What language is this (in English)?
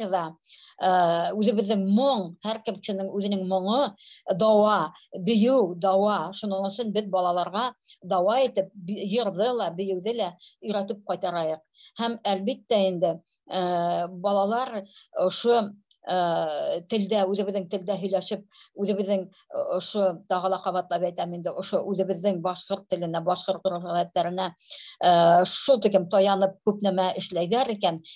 Bashkir